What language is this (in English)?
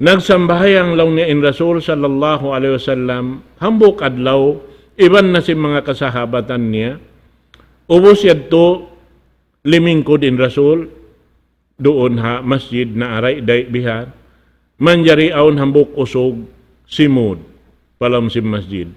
Tausug